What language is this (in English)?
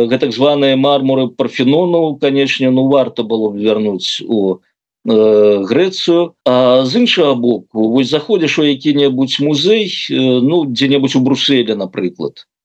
Belarusian